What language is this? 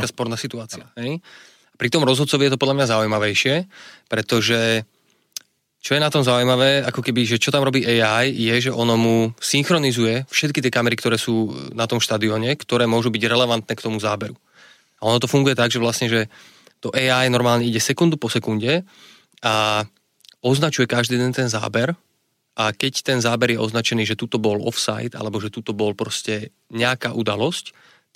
Slovak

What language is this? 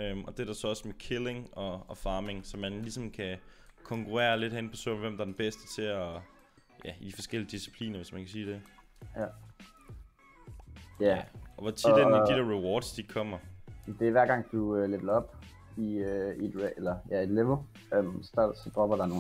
Danish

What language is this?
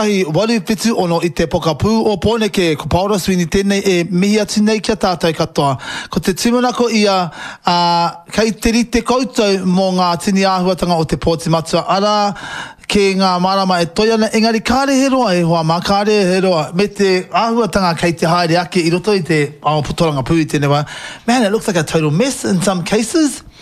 Māori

